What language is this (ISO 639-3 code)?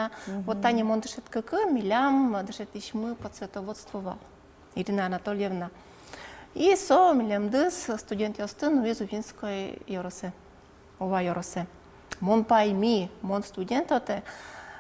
udm